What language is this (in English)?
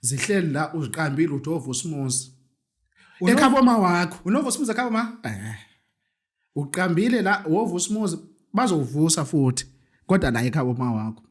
Zulu